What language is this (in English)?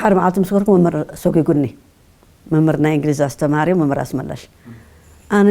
Tigrinya